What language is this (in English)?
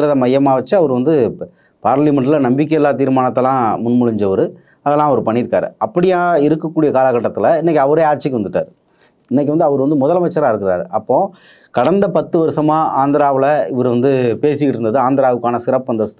Tamil